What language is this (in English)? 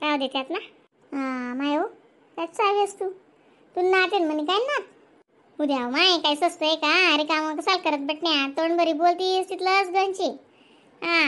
Khandesi